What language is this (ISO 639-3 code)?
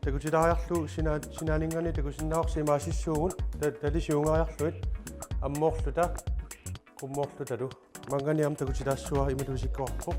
kal